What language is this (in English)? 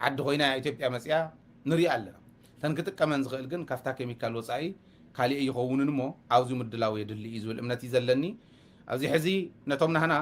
Tigrinya